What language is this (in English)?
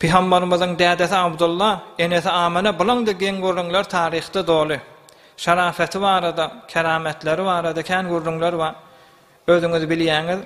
Turkmen